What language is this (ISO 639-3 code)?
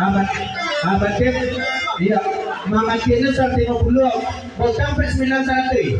min